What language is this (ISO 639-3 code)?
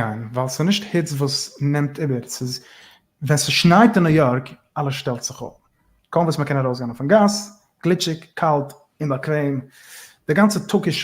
yid